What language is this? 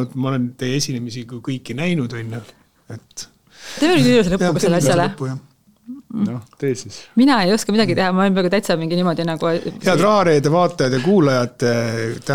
Estonian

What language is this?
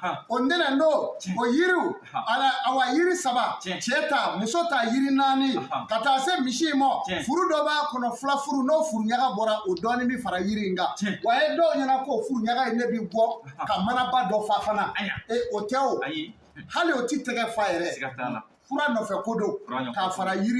Bambara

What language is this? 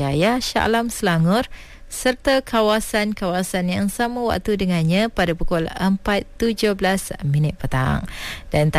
Malay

